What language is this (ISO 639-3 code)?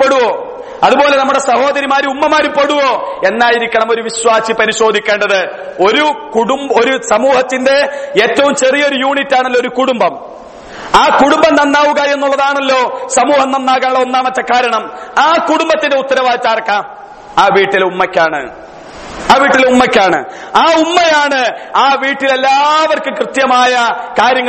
mal